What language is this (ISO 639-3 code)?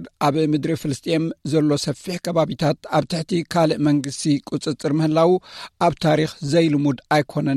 tir